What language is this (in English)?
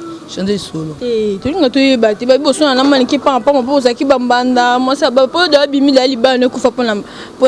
Lingala